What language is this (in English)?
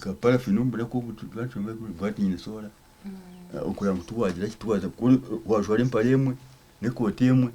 Nyankole